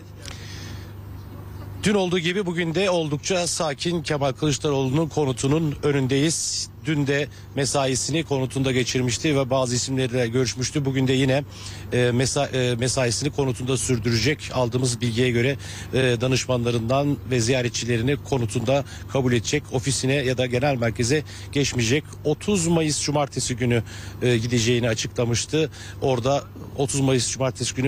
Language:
Turkish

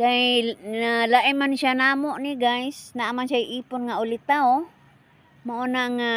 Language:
Cebuano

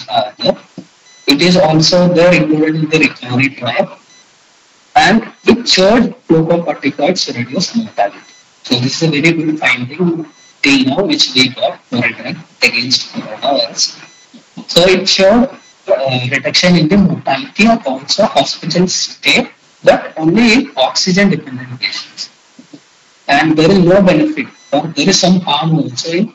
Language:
English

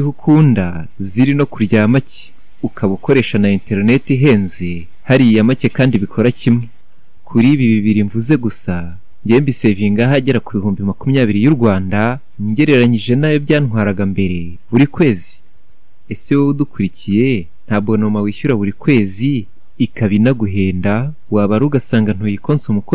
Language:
Kinyarwanda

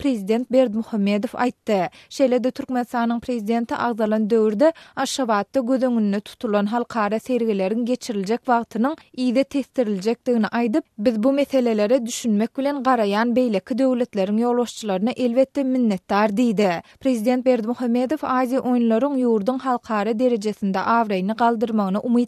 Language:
Turkmen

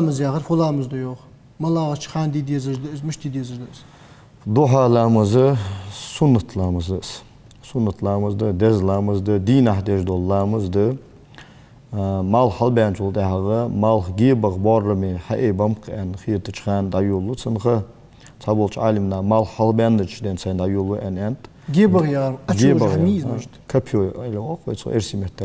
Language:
Ingush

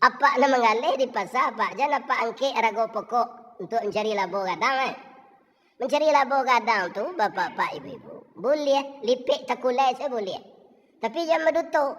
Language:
Minangkabau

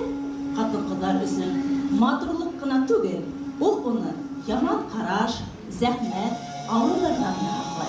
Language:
Bashkir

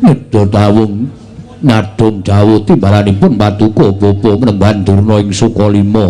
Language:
Javanese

